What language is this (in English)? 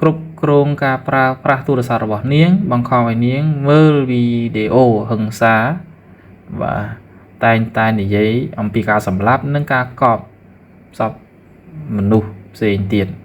Khmer